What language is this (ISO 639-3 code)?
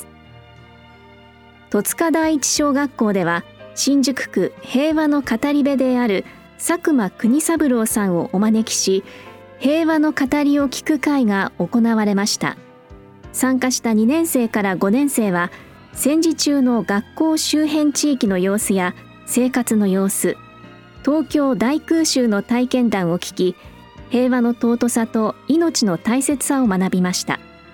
jpn